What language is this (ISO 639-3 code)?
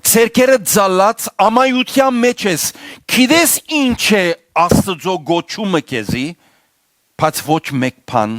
hyw